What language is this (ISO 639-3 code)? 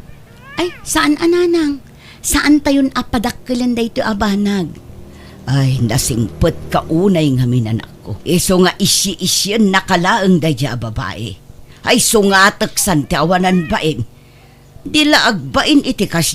ilo